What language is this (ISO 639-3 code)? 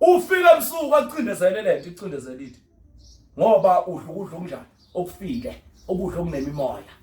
zul